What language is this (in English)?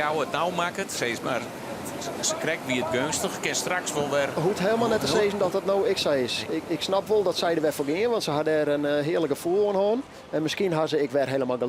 Western Frisian